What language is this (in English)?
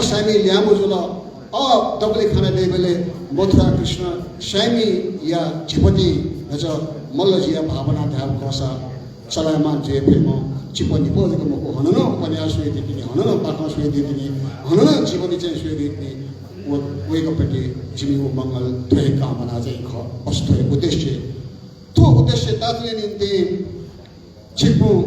Newari